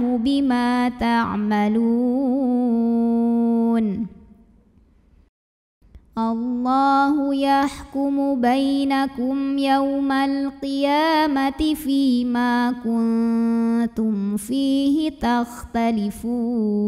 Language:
Arabic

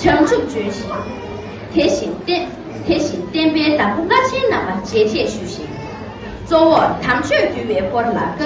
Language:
Tibetan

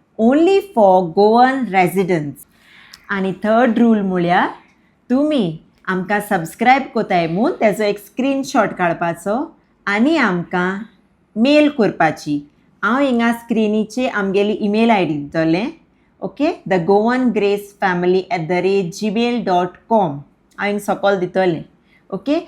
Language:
Konkani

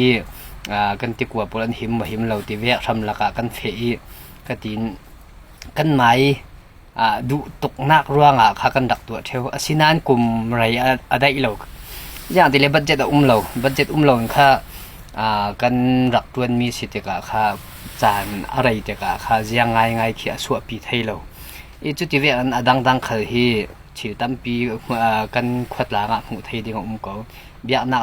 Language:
Falam Chin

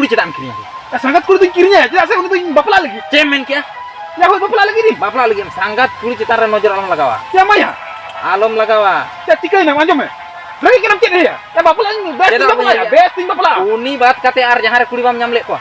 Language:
Santali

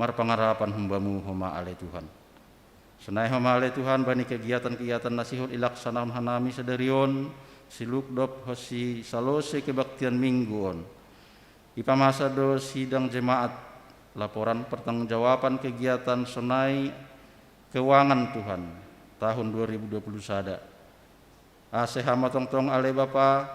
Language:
Batak Simalungun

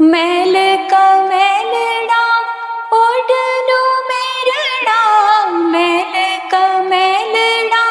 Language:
Dogri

